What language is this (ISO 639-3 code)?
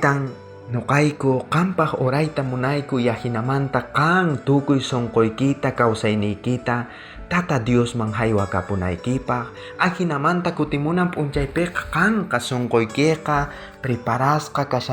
quh